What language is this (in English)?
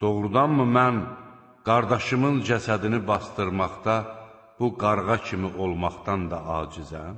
Azerbaijani